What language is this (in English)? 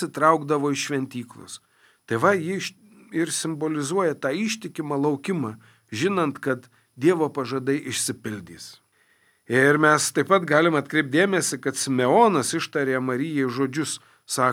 Lithuanian